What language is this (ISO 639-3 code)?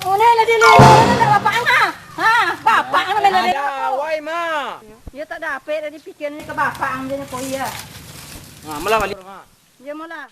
min